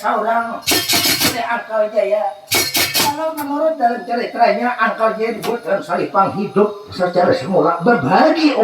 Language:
Banjar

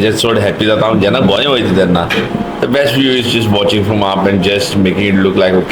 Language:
Konkani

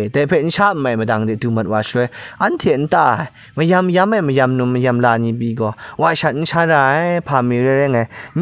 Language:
Kachin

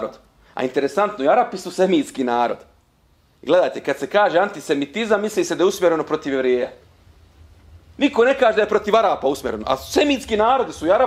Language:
Bosnian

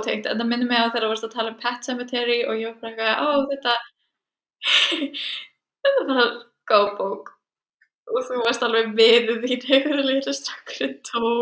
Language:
Icelandic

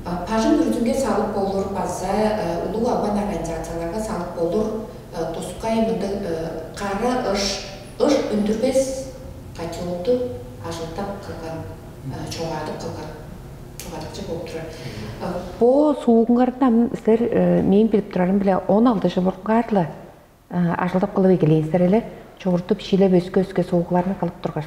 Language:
Tuvinian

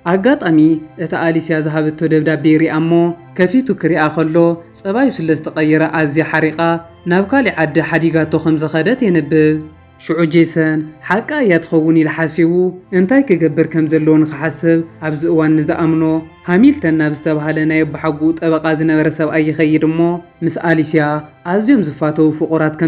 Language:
Tigrinya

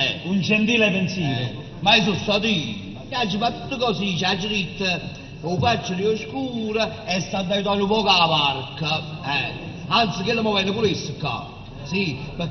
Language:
Neapolitan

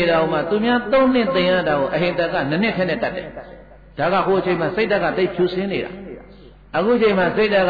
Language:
Burmese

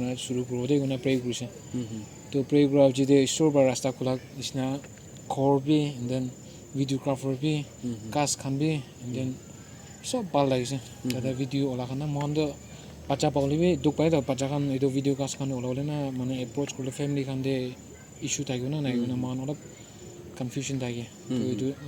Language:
Naga Pidgin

